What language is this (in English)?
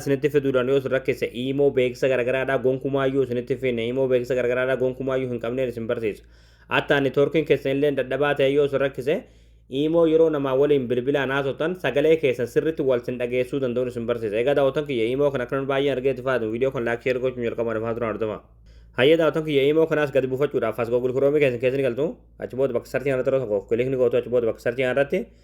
Oromo